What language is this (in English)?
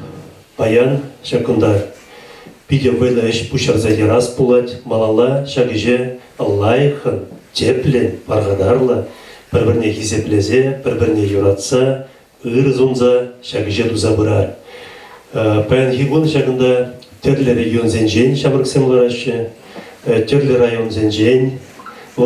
Chuvash